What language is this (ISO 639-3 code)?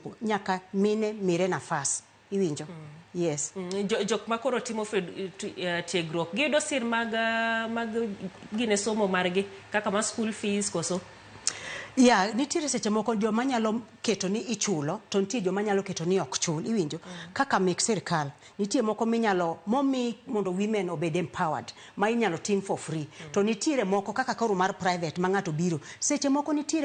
luo